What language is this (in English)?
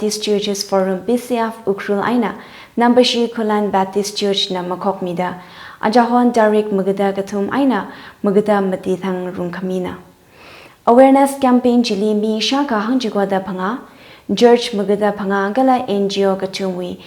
Tangkhul Naga (India)